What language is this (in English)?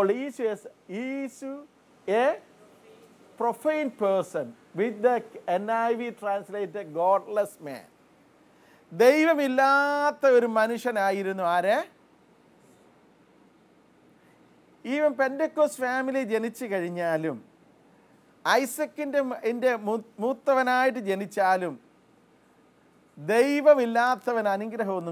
Malayalam